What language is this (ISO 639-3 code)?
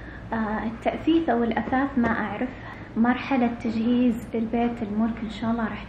ara